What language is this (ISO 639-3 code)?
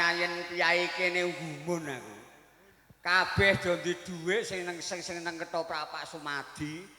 jav